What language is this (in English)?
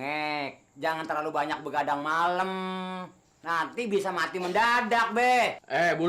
Betawi